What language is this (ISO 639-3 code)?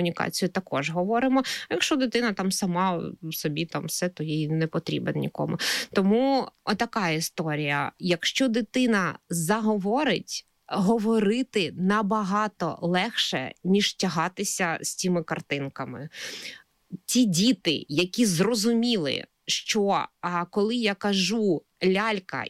ukr